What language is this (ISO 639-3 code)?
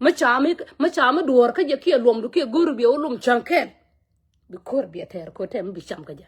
nus